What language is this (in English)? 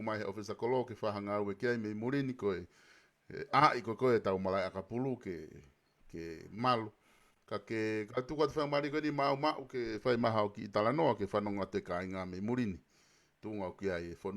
Tongan